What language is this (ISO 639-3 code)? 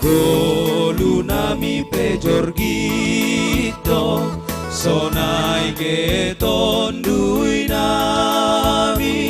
bts